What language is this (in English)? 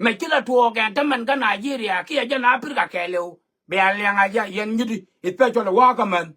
Nuer